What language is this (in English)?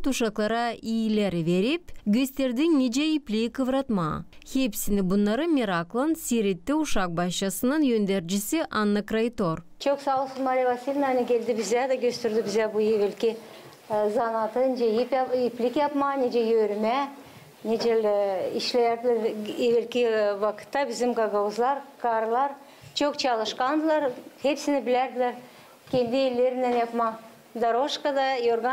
Gagauz